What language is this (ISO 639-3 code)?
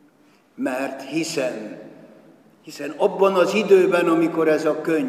hun